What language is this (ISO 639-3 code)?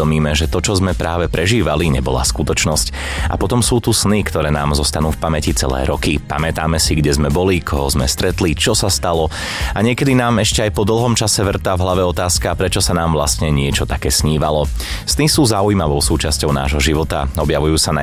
slk